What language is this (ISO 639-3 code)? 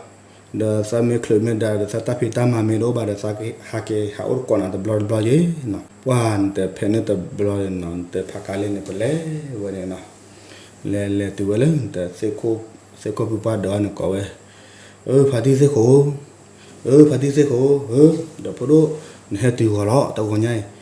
ksw